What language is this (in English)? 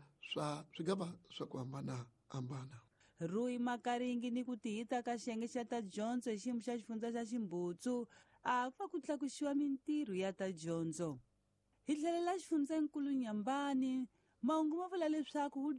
Tsonga